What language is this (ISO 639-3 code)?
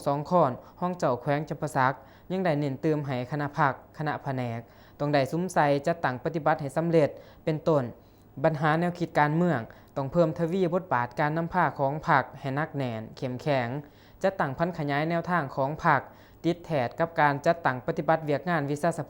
lao